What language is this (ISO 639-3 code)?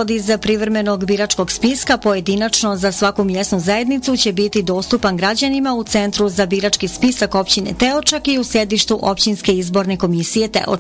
bos